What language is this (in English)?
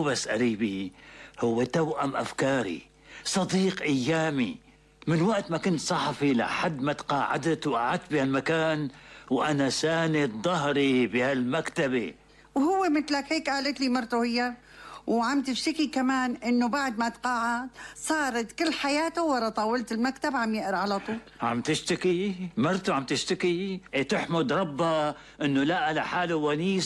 North Levantine Arabic